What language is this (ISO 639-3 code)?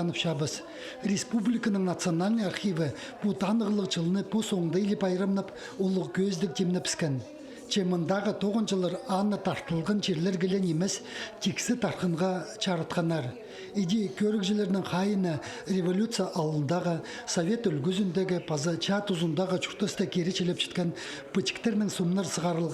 kjh